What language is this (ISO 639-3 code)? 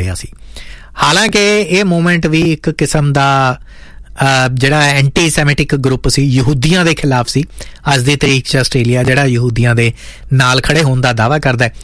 pan